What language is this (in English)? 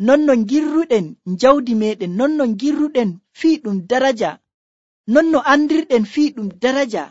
Nigerian Fulfulde